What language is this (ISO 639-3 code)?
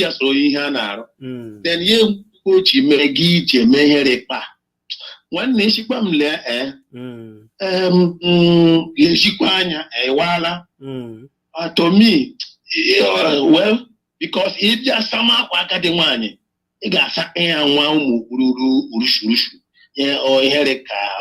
ibo